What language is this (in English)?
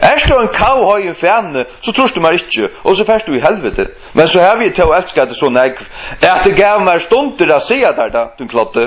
Faroese